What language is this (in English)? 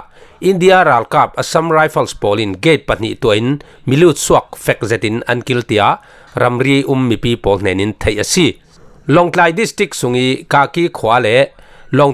Falam Chin